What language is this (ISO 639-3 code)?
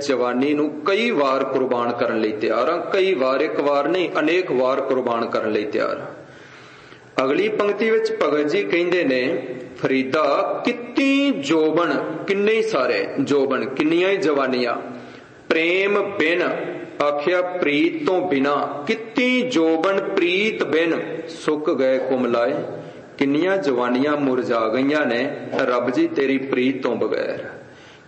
pan